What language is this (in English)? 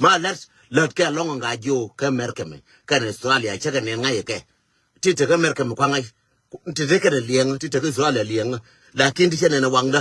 Nuer